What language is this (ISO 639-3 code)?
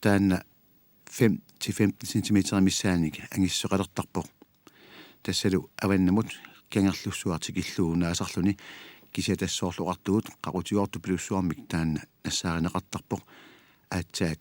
kal